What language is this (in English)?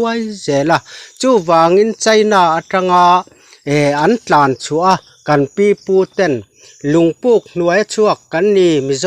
Mizo